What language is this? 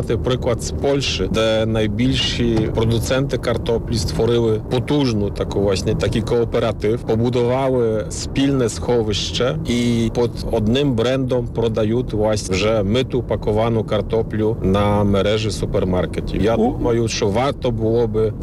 Ukrainian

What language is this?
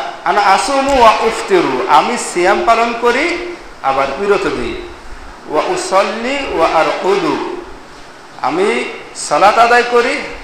Bangla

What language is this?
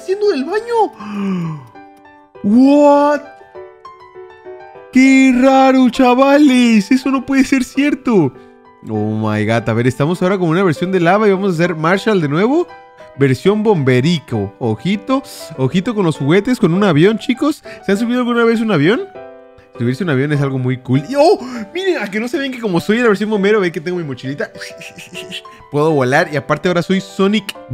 Spanish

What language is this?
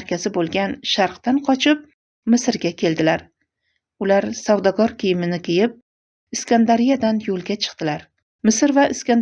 Uzbek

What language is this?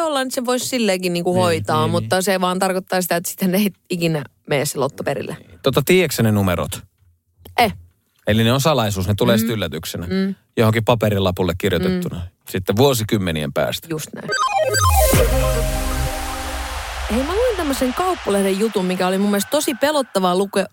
Finnish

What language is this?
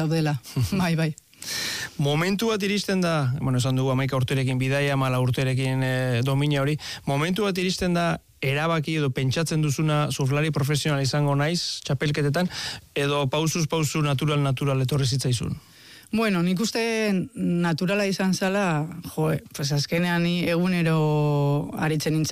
Basque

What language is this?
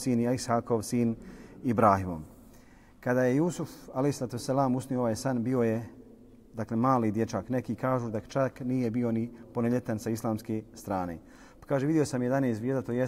Bosnian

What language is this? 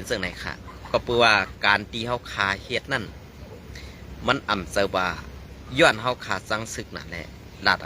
Shan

